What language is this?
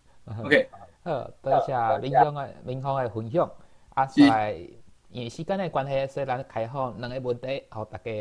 Min Nan Chinese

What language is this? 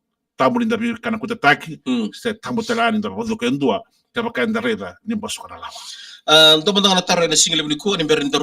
Fijian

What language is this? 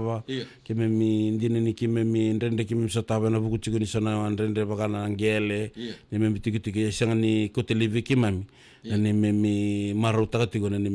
Fijian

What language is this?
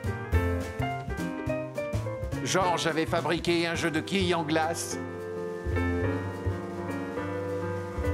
French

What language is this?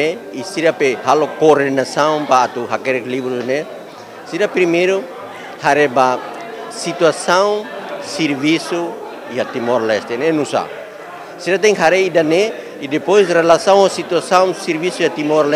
Tetum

